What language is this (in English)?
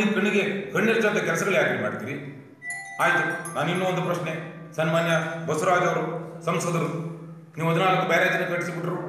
Kannada